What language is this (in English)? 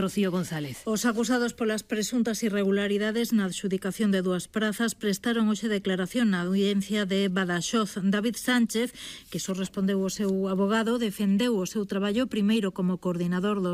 Galician